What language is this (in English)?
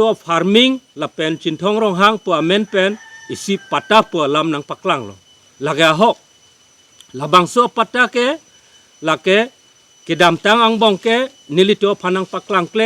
Karbi